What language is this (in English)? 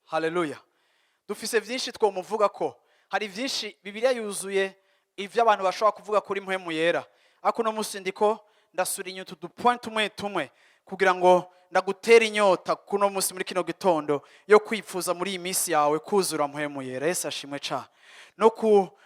Rundi